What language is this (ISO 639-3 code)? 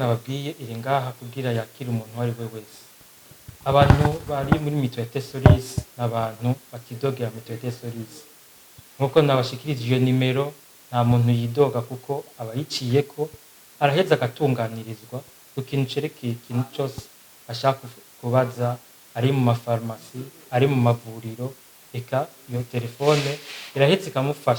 run